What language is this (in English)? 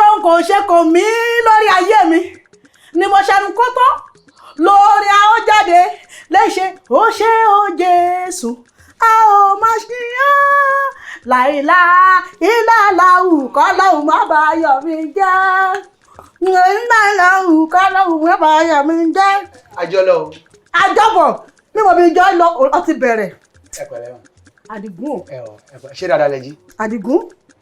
Yoruba